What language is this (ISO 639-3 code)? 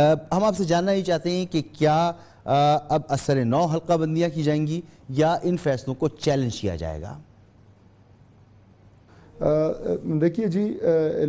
urd